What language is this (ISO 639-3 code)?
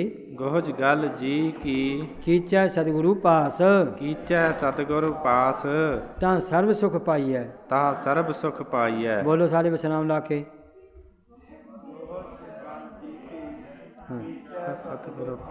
pan